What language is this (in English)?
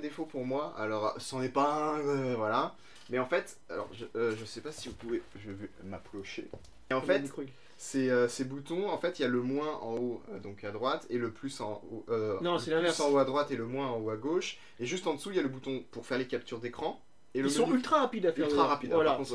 French